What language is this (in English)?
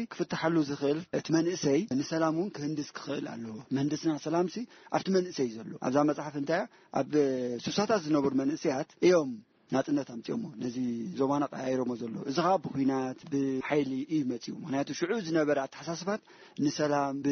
Tigrinya